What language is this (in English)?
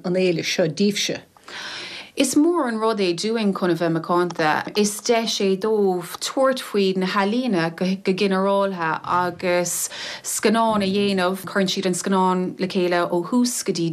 Irish